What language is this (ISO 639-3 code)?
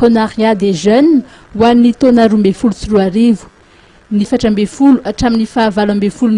mlg